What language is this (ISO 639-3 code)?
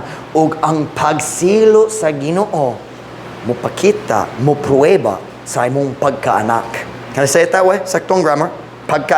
ceb